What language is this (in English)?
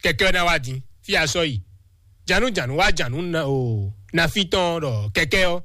Fon